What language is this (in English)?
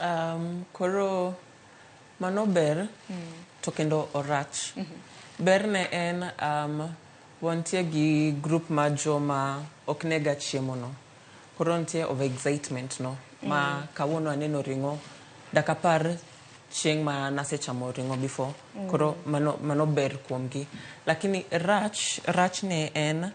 Luo (Kenya and Tanzania)